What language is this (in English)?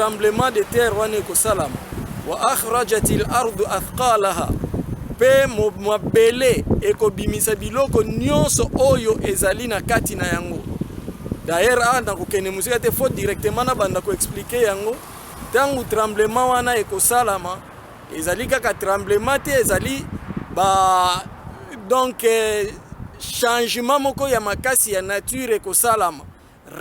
Lingala